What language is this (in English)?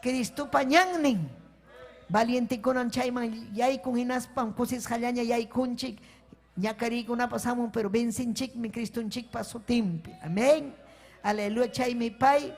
Ayacucho Quechua